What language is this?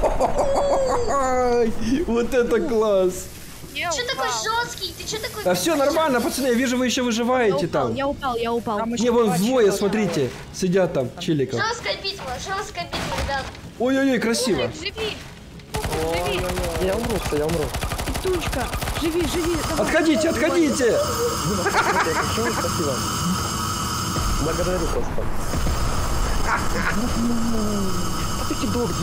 Russian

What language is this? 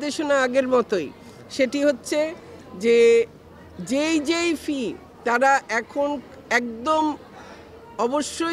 Bangla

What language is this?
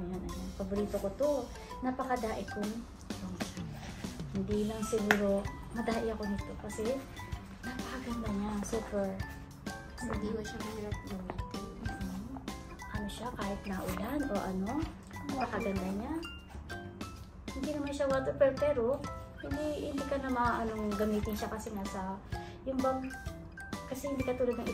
Filipino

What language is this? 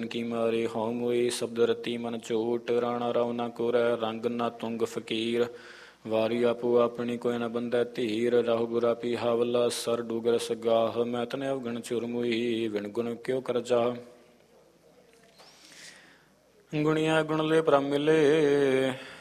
Punjabi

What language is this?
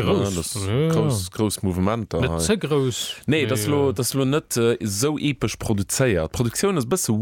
Luxembourgish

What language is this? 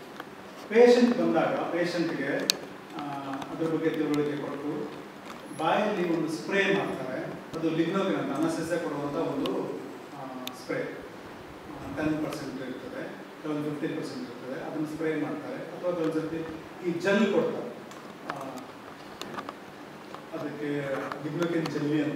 Kannada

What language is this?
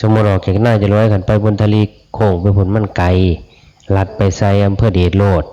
Northeastern Thai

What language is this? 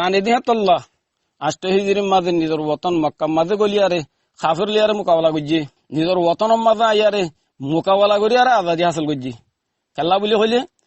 Rohingya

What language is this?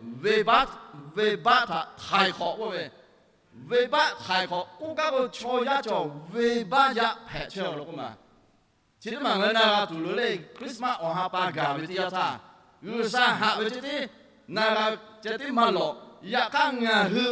Lahu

